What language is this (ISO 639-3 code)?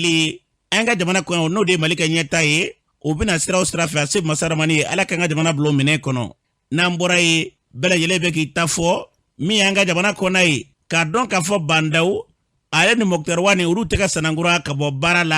bam